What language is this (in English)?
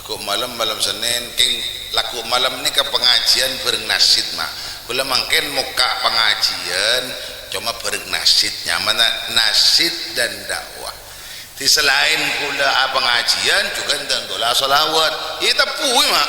Madurese